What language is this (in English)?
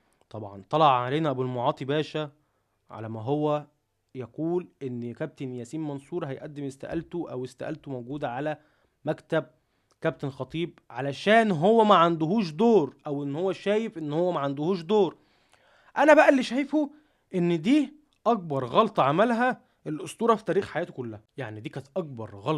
Egyptian Arabic